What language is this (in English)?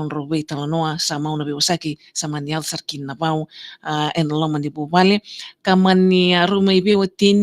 Fijian